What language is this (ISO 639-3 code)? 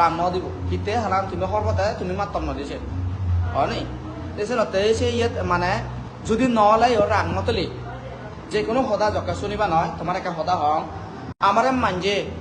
ccp